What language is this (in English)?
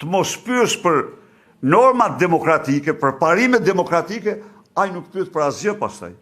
Albanian